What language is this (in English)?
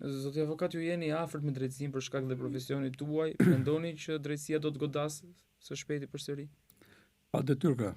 Albanian